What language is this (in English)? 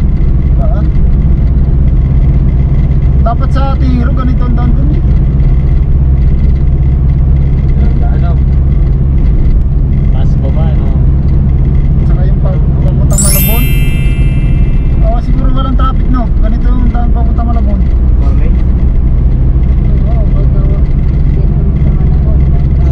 Filipino